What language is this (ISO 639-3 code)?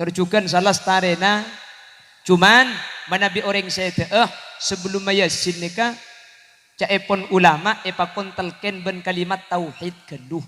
mad